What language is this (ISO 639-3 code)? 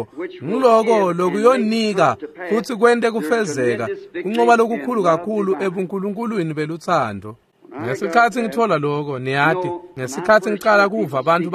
ssw